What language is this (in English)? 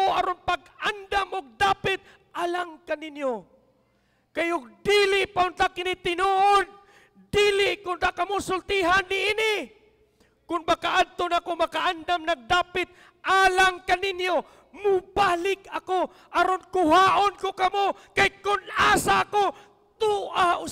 Cebuano